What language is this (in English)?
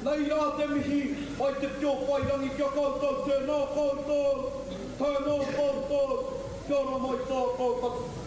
Māori